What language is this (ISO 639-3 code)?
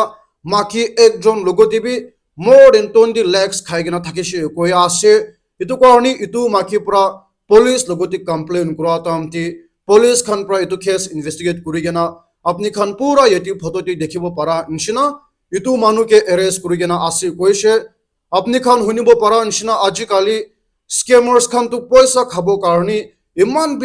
nag